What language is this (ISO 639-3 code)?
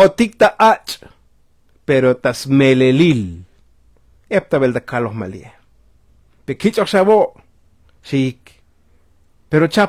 tzo